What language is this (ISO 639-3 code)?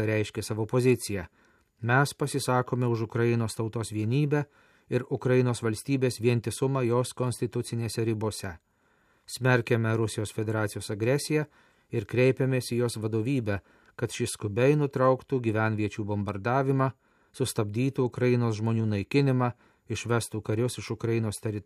lit